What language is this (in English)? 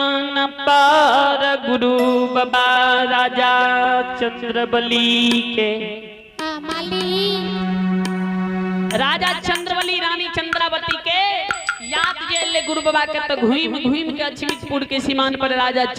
Maithili